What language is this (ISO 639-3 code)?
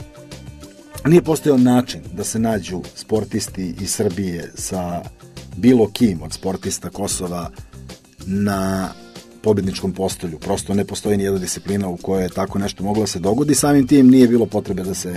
srp